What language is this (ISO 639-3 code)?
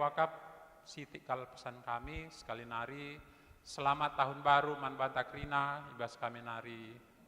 btx